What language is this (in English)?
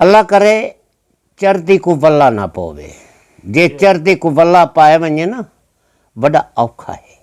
Saraiki